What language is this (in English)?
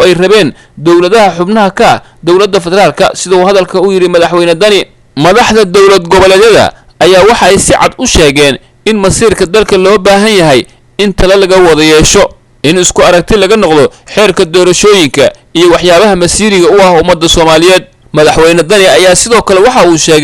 Somali